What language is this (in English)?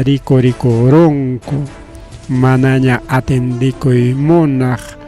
Ayacucho Quechua